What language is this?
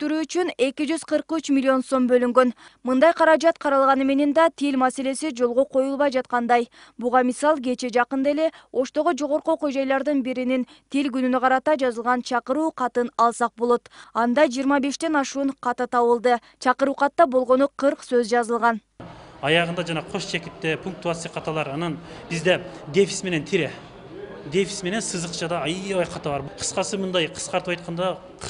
Kyrgyz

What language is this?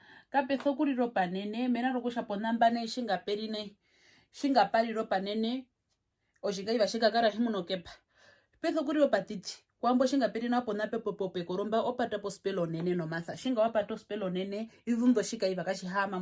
Herero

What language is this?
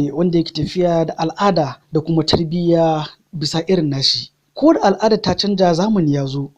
Hausa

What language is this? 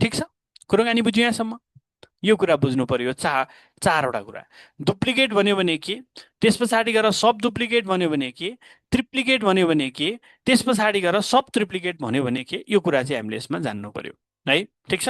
Nepali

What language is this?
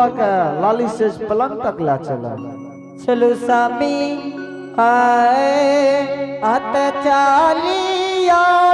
Angika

